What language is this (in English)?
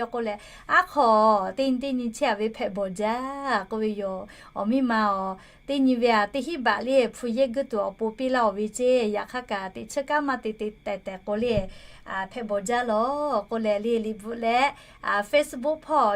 Lahu